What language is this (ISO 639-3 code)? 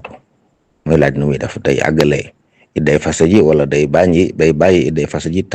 wol